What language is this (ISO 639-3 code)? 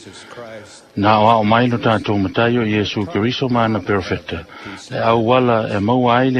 smo